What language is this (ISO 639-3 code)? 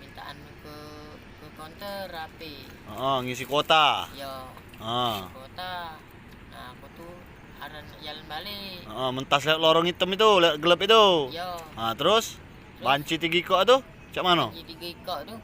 mui